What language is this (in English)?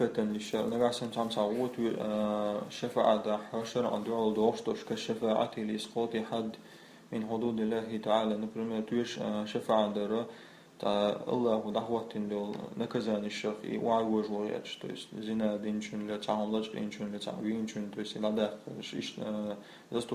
Chechen